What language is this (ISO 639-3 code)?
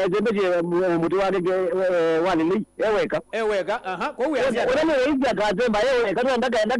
kam